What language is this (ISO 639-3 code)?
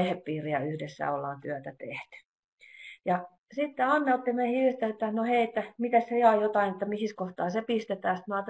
fin